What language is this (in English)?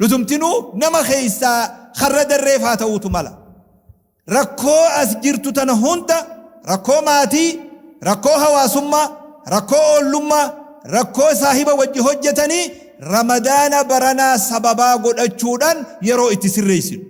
Oromo